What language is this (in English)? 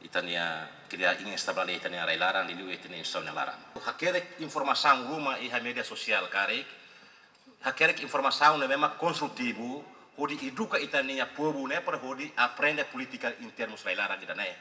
Tetum